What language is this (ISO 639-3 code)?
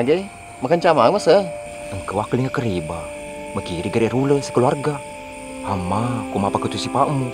bug